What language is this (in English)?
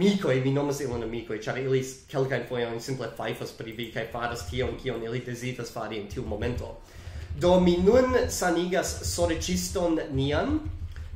Esperanto